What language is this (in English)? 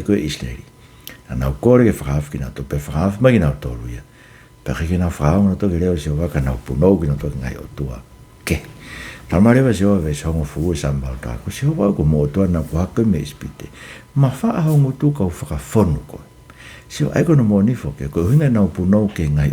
Tongan